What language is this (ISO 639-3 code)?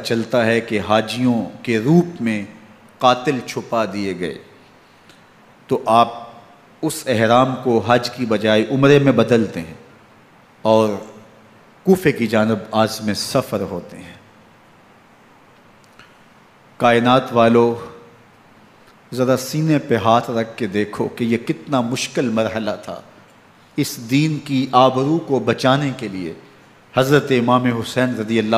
urd